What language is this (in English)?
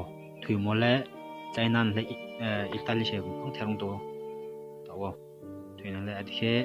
Riang (India)